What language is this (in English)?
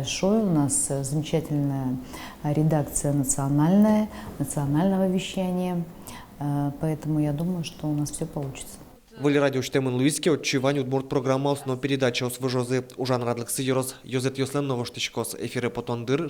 Udmurt